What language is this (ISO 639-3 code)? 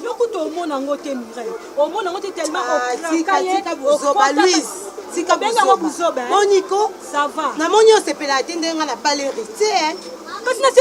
lin